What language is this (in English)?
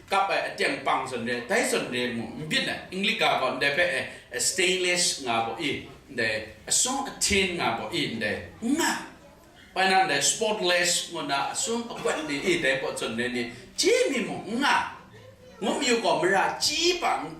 Kachin